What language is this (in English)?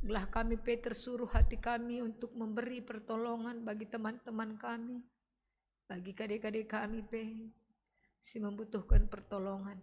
Batak Karo